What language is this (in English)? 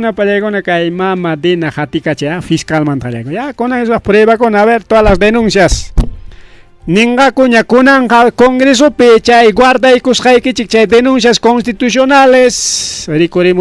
Ayacucho Quechua